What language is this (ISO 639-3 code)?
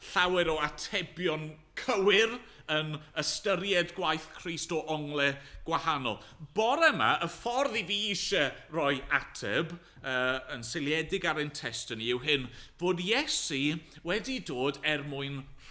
cym